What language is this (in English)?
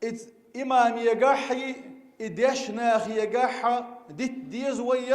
Chechen